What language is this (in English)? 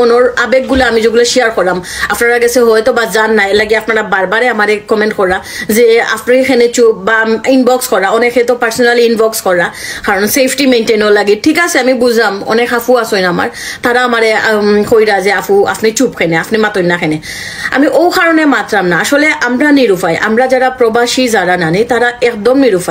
Sylheti